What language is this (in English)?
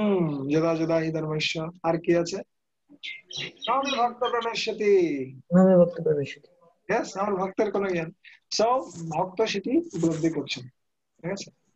Bangla